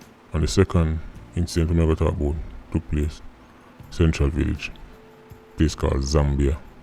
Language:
Jamaican Creole English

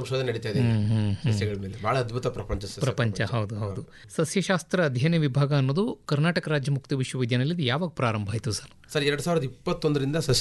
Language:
Kannada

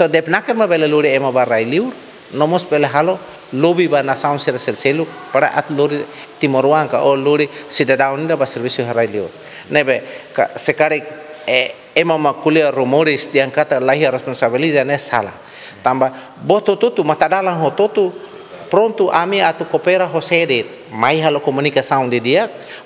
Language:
Tetum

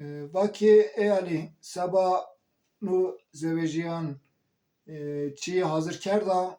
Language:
Zaza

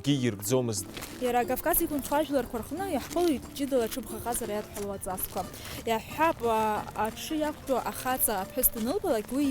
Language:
Abkhazian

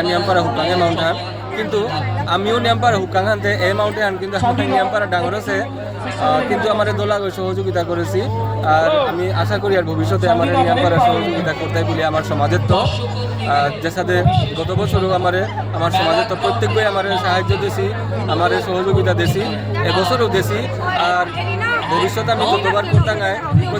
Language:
Bishnupriya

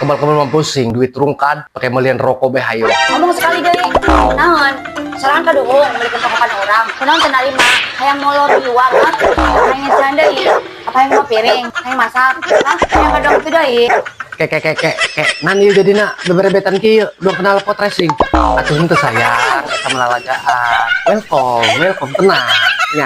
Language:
Sundanese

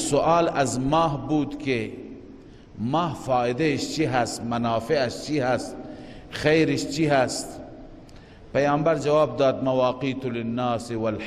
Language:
Persian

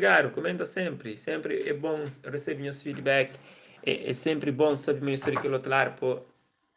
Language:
Kabuverdianu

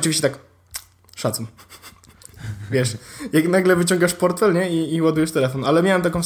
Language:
Polish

